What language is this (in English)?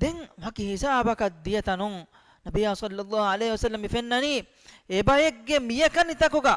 Divehi